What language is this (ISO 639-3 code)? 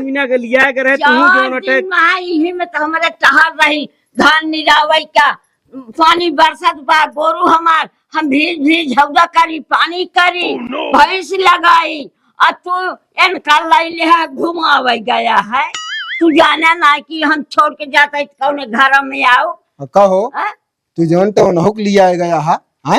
awa